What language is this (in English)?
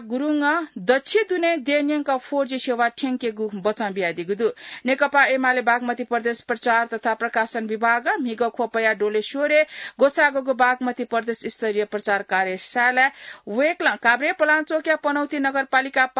Newari